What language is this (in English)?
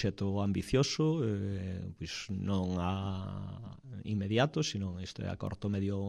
Galician